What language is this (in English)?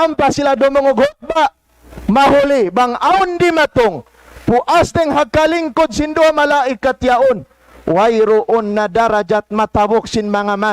Tausug